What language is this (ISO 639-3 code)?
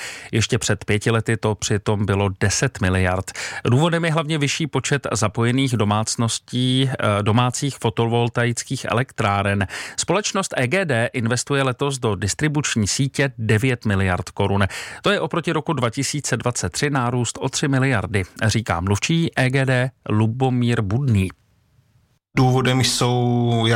ces